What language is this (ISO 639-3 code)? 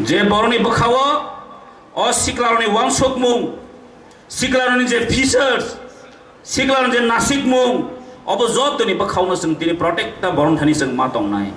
trp